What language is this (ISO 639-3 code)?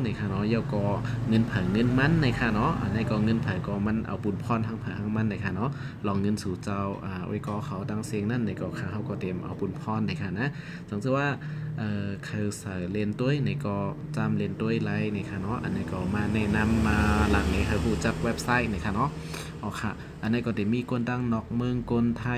shn